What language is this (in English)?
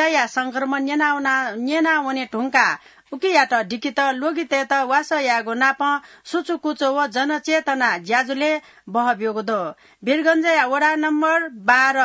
Newari